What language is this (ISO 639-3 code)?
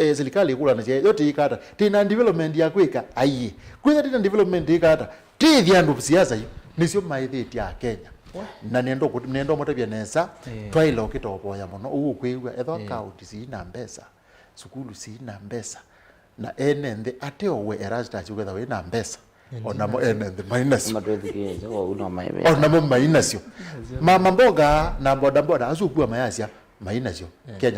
kam